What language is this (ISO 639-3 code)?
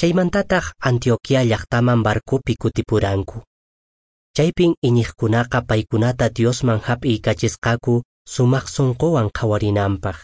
que